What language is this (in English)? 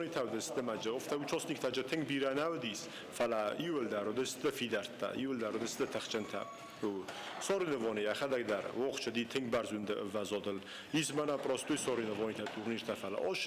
Ossetic